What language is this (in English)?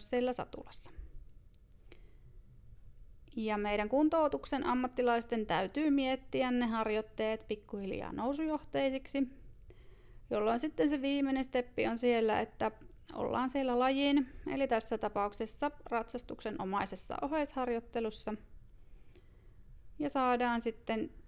Finnish